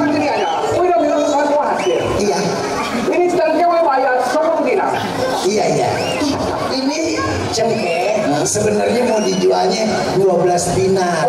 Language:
Betawi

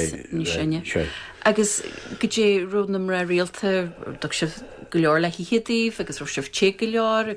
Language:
Irish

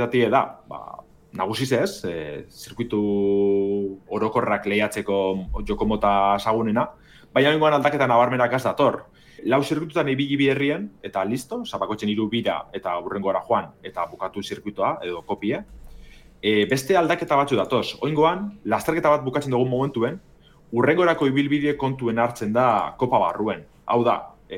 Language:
Basque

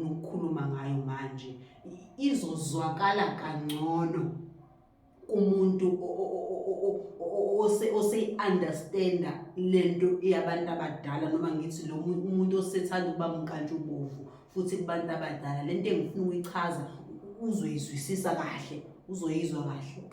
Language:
Zulu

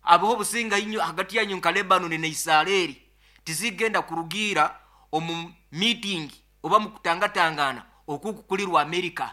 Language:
Nyankole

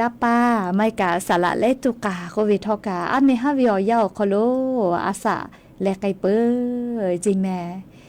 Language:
Lahu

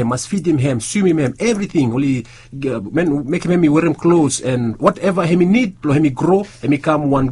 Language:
Bislama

